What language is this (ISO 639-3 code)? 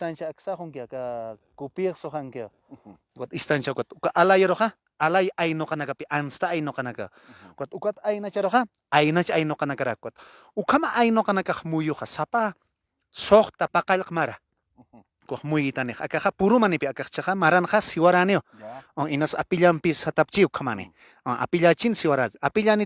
aym